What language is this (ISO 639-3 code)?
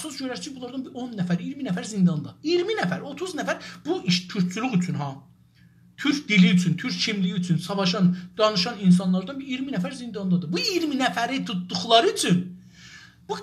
azb